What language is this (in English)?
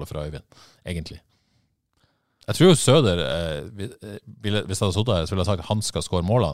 Norwegian